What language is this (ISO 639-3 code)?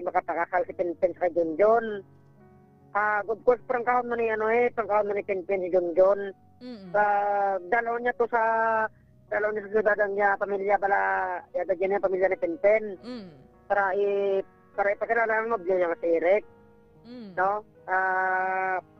hil